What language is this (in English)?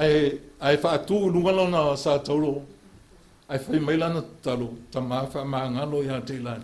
Samoan